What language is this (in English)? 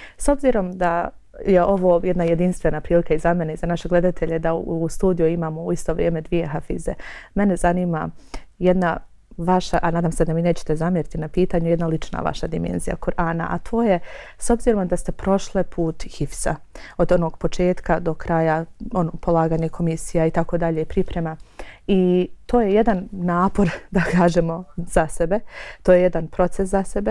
Bosnian